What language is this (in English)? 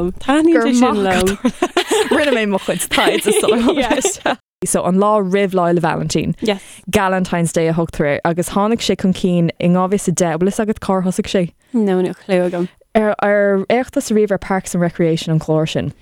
Irish